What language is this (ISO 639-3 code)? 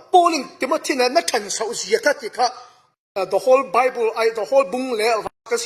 cfm